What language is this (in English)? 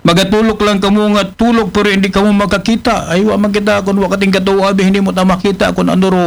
Aklanon